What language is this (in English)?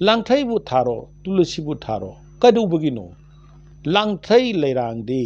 Manipuri